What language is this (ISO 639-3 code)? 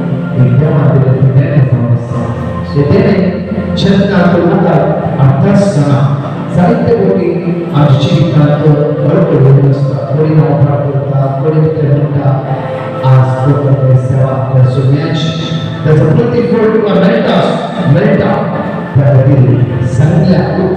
kok